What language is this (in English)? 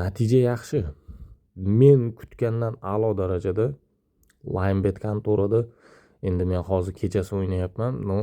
Uzbek